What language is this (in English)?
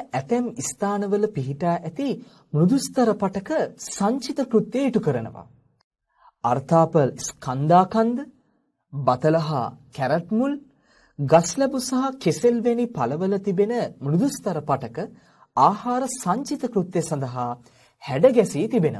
Sinhala